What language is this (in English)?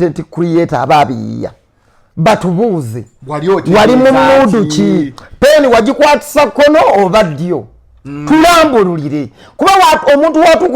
Ganda